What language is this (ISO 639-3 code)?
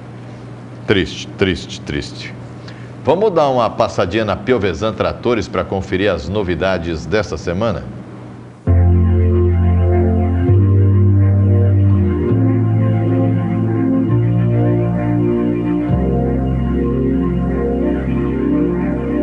por